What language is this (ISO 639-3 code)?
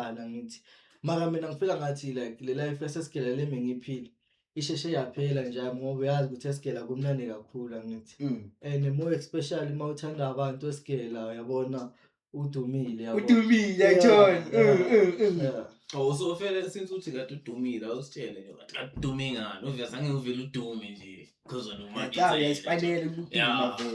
zul